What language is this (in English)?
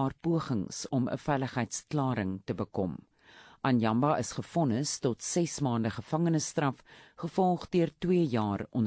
Afrikaans